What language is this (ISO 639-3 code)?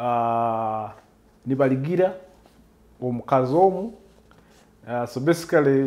nyo